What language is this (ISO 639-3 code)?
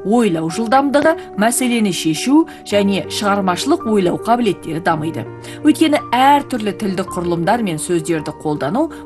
kaz